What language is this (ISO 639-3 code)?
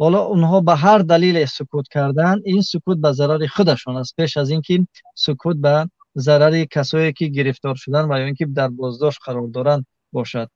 tgk